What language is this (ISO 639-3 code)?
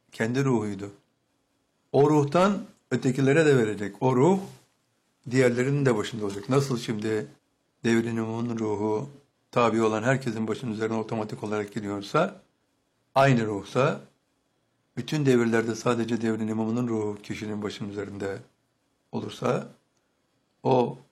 tur